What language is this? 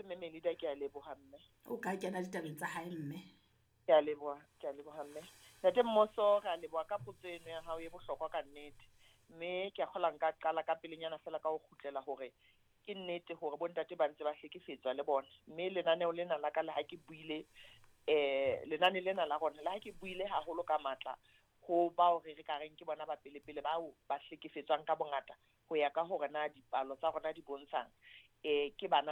Southern Sotho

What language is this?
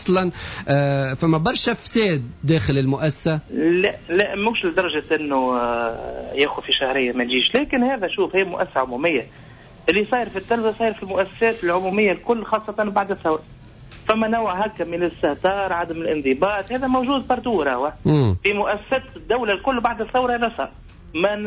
Tunisian Arabic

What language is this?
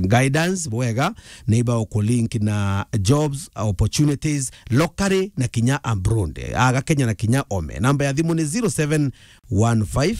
Meru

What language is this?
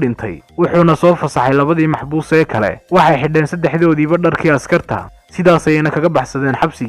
Somali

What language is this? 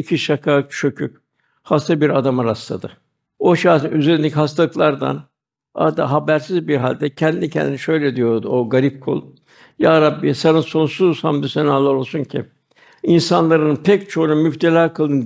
Turkish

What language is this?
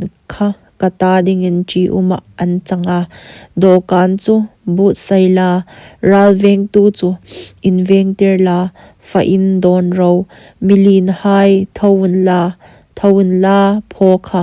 Hmar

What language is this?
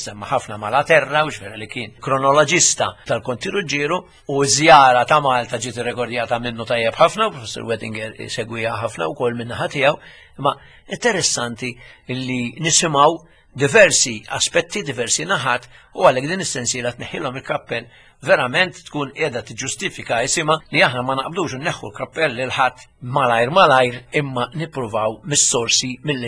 Maltese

